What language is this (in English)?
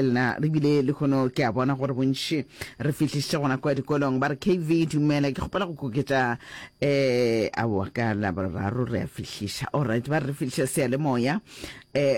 Northern Sotho